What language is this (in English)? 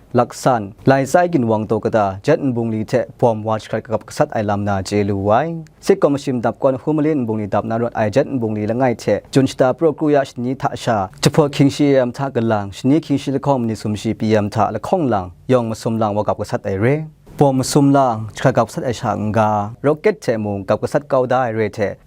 Kachin